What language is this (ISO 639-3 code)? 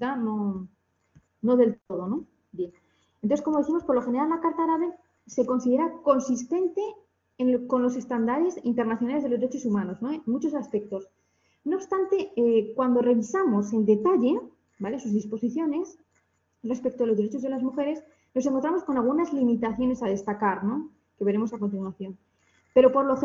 spa